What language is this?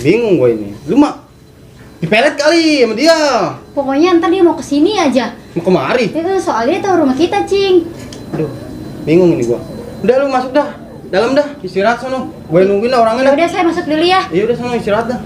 Betawi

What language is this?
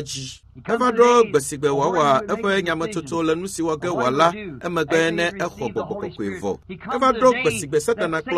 Ewe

